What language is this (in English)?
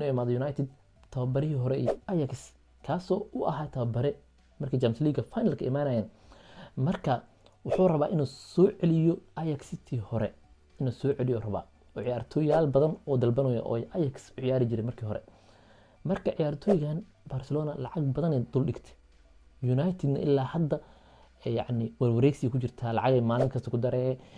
Somali